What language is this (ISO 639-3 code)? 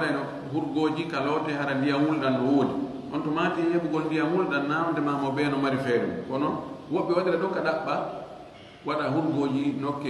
ful